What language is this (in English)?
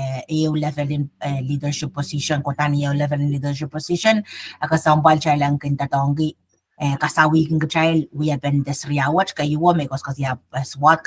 Pohnpeian